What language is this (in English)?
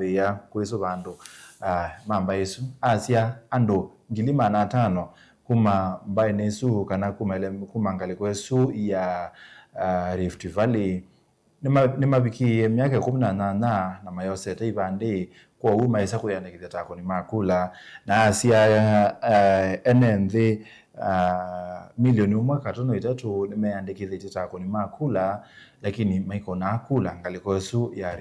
Kamba